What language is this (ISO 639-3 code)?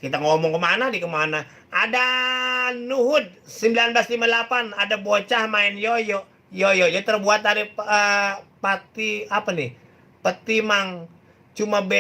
bew